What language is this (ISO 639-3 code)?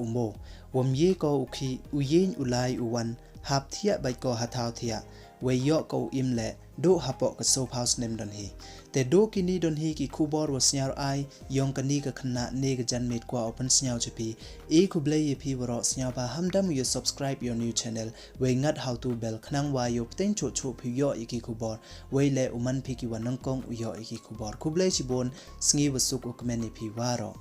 pbv